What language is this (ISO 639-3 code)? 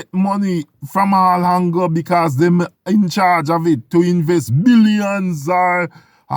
jam